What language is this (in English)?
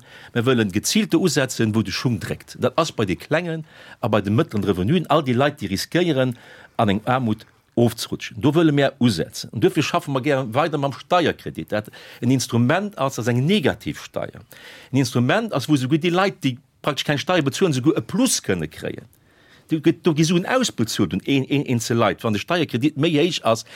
Luxembourgish